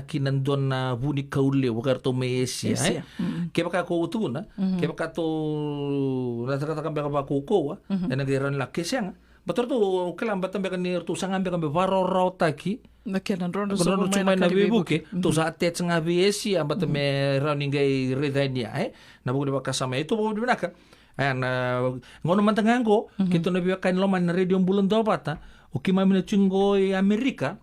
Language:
Fijian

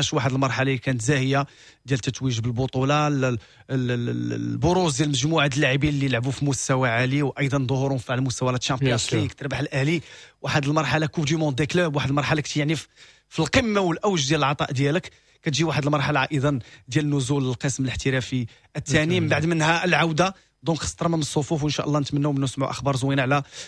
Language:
Moroccan Arabic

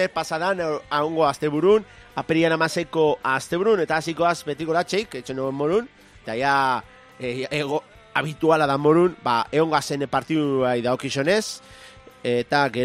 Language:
Basque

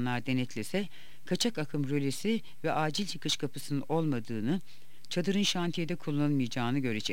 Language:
Turkish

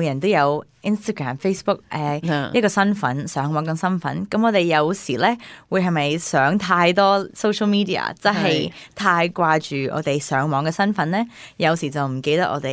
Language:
Cantonese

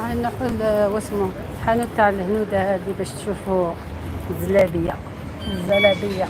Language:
Algerian Arabic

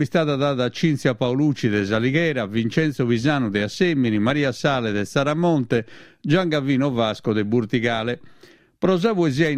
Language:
Sardinian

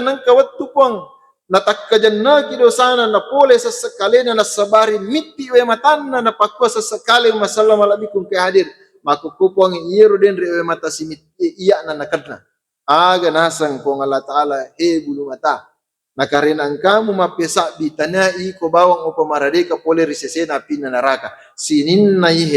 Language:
Buginese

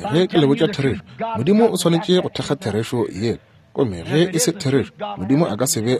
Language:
Northern Sotho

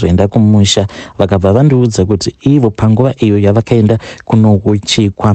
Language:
Shona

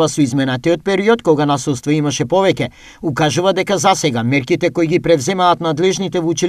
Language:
Macedonian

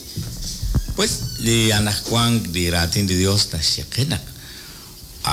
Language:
Kekchí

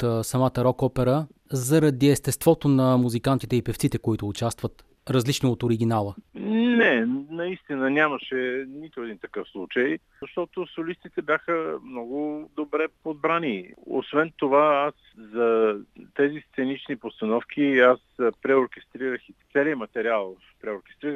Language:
Bulgarian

